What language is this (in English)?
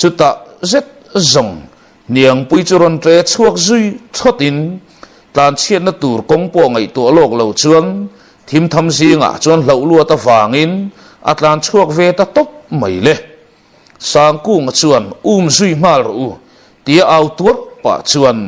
Mizo